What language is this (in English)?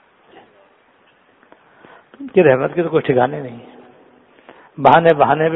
Urdu